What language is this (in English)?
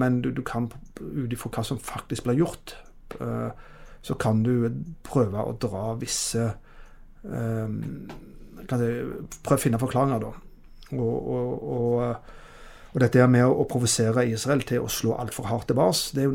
Norwegian